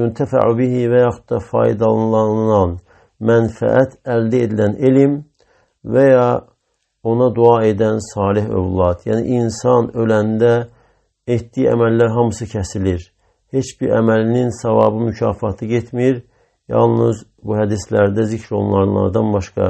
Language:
Azerbaijani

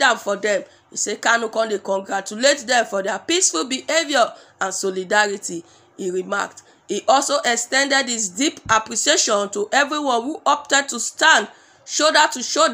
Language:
Nigerian Pidgin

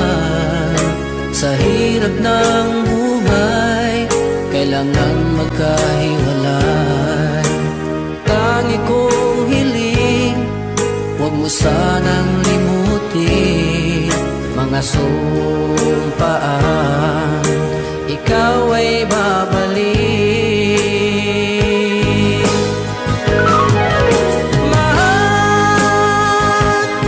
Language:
Filipino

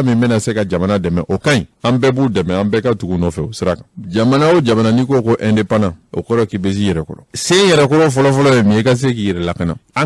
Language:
Bambara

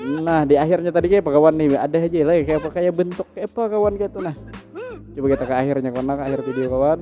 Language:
Banjar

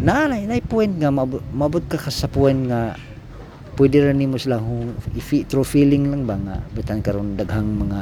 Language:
Cebuano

